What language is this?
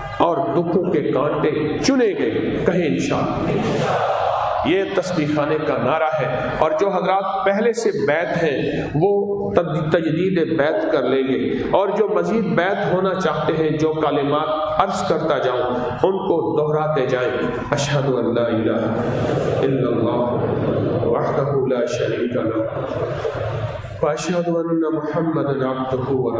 Urdu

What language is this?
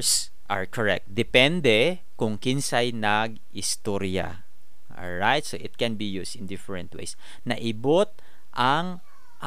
Cebuano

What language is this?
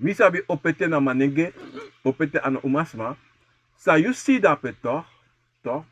Sranan Tongo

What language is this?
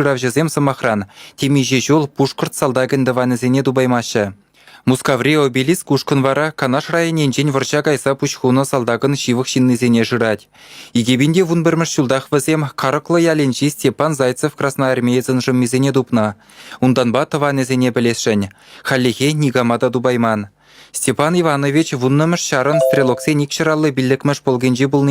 Chuvash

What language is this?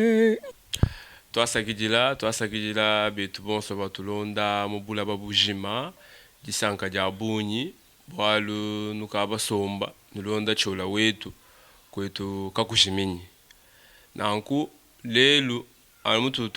Luba-Lulua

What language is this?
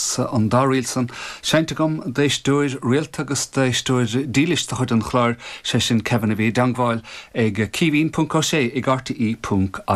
Irish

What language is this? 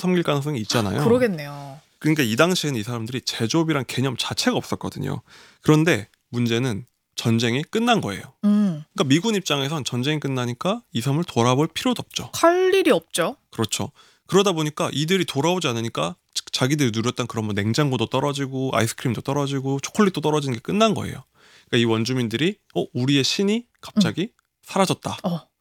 Korean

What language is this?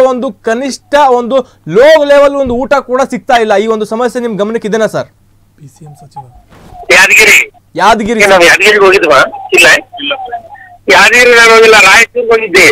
Kannada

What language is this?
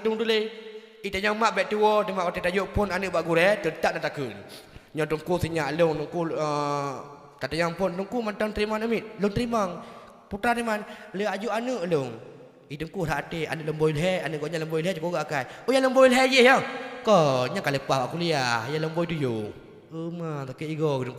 Achinese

